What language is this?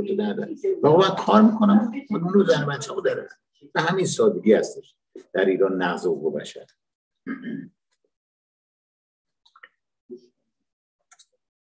Persian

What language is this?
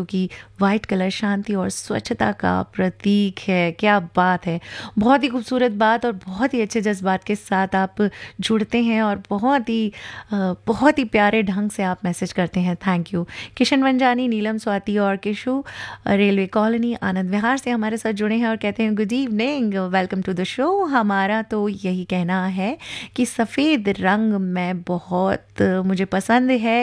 Hindi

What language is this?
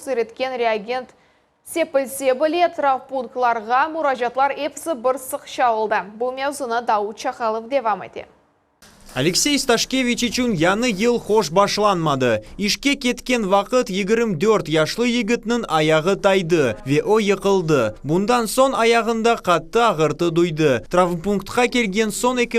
Crimean Tatar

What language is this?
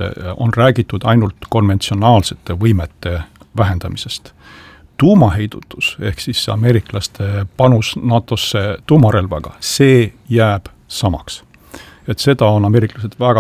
Estonian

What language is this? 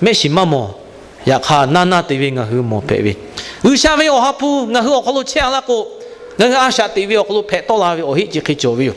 Lahu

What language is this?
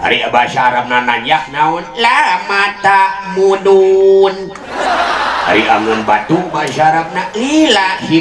Sundanese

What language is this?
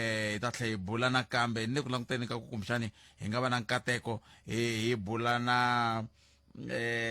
Tsonga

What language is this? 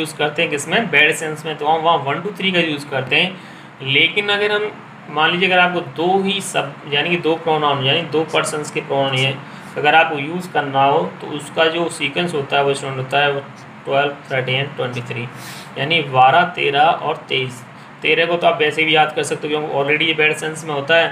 Hindi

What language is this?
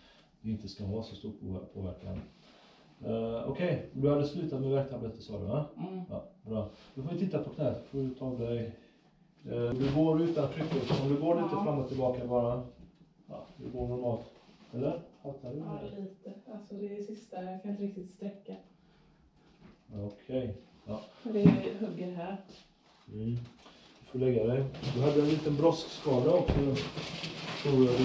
Swedish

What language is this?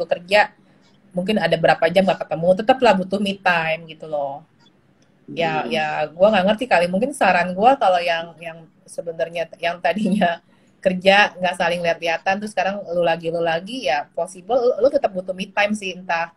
Indonesian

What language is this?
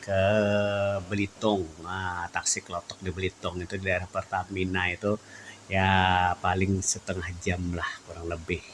Banjar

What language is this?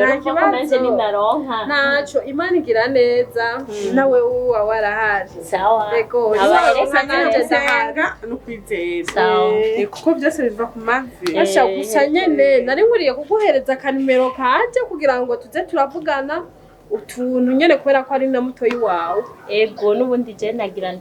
Rundi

